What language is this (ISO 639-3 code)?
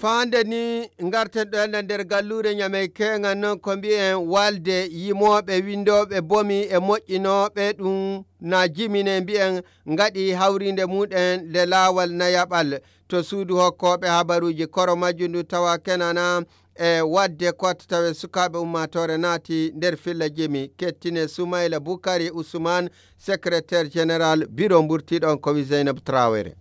fuv